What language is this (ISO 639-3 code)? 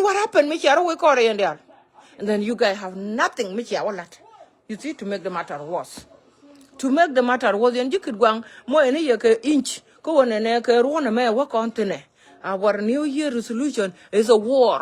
nus